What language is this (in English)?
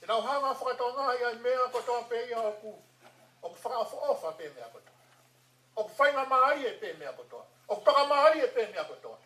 Tongan